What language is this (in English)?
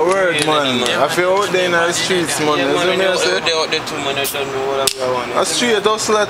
Jamaican Creole English